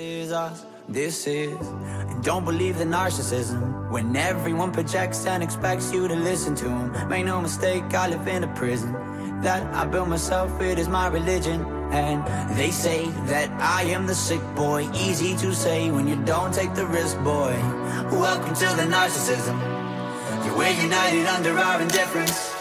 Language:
English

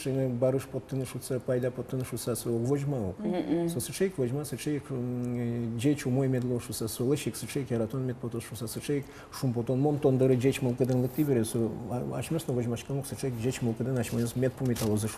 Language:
Udmurt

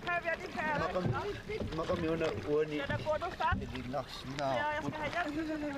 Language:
Kalaallisut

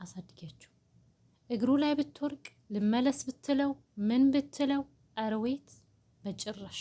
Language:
Amharic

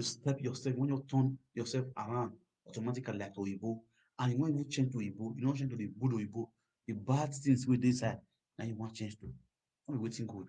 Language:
Nigerian Pidgin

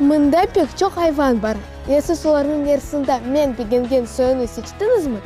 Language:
Crimean Tatar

